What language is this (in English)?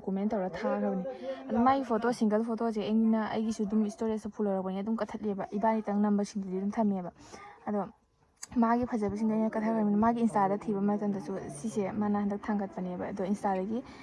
Manipuri